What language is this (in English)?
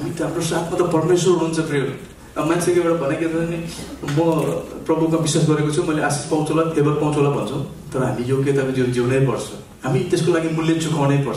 Nepali